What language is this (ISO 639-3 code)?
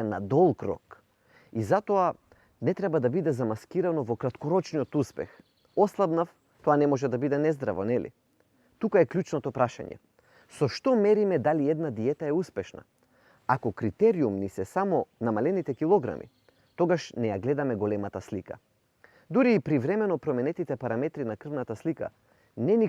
mkd